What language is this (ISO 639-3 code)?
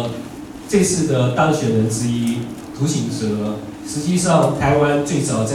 zho